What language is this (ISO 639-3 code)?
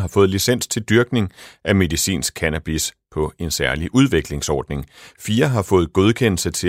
dan